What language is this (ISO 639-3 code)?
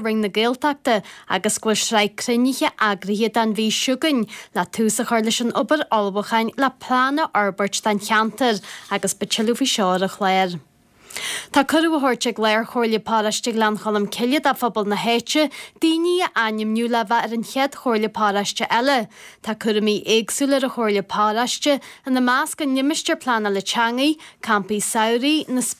gle